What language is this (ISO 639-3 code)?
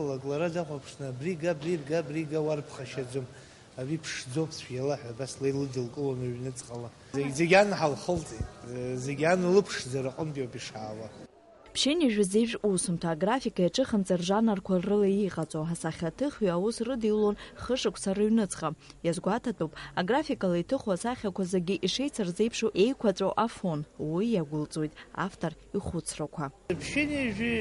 abk